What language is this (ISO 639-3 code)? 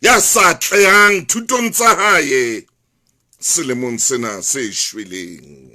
sot